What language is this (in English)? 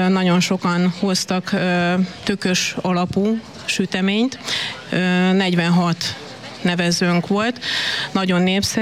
Hungarian